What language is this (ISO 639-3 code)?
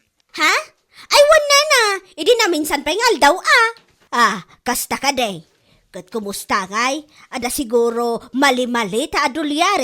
ilo